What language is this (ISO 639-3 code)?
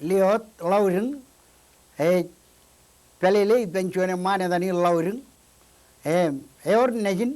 mah